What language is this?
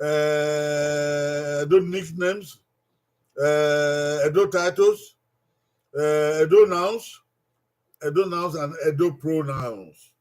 Bini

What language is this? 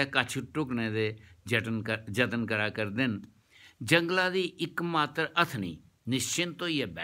Dogri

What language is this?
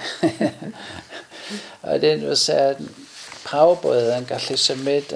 Welsh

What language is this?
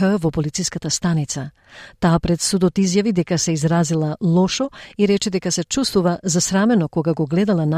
Macedonian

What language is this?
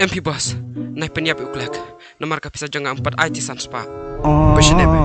Khasi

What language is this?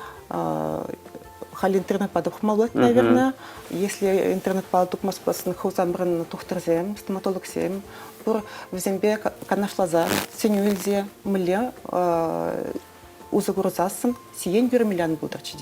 Chuvash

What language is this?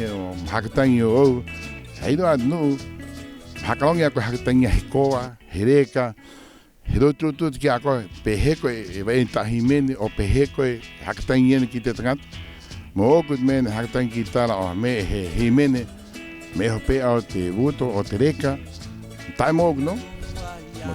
Rapanui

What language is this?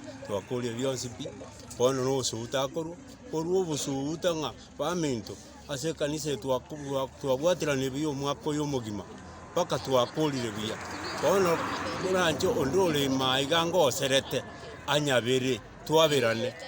Gusii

